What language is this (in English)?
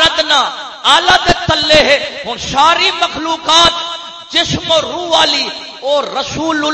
Saraiki